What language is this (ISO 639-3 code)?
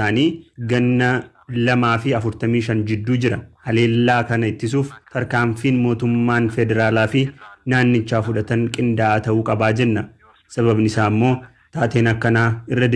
orm